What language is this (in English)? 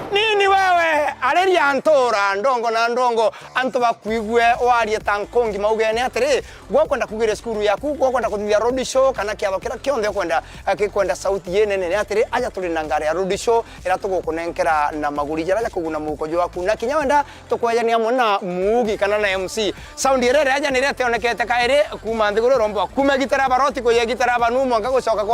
Meru